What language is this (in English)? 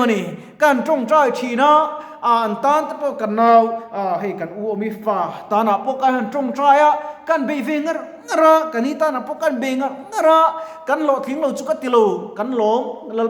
Mizo